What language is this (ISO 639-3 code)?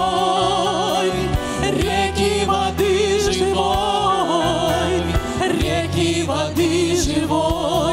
rus